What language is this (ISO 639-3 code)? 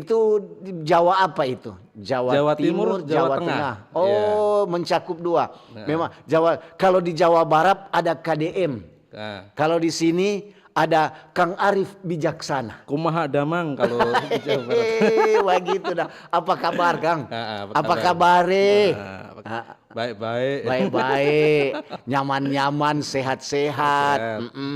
xmm